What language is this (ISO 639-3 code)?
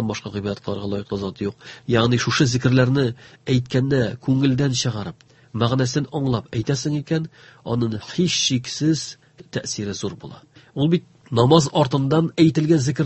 tat